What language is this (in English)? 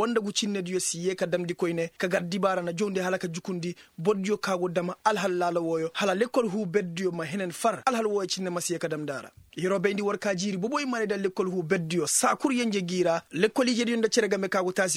Koyraboro Senni